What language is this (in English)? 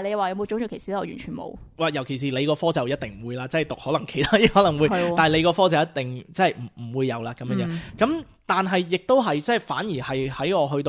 Cantonese